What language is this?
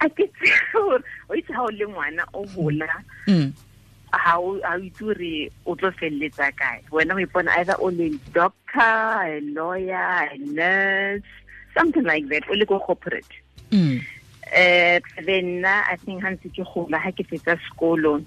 Tswana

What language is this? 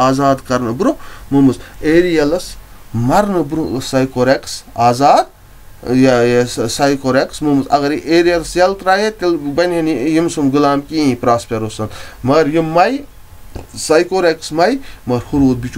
Kashmiri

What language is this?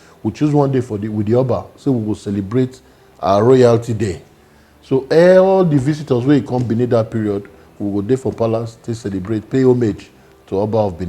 Nigerian Pidgin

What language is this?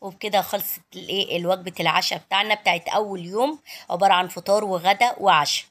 Egyptian Arabic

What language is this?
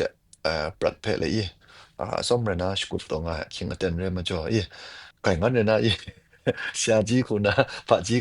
Kachin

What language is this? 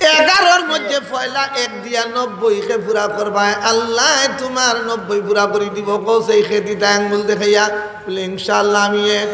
Sylheti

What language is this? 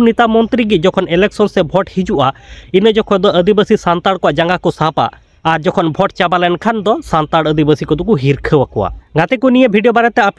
Santali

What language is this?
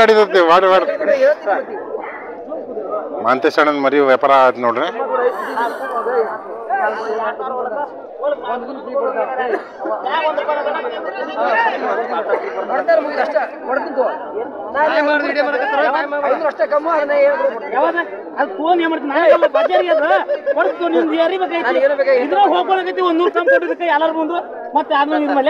Kannada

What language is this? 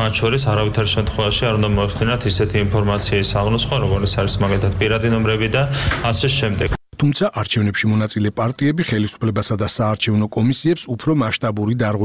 Georgian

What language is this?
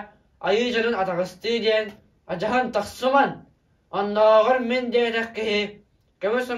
Yakut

